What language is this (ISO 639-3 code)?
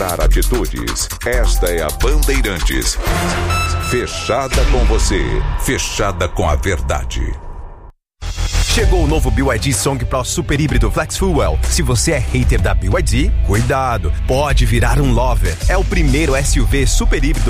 por